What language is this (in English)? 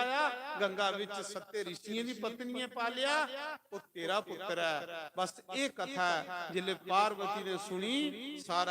Dogri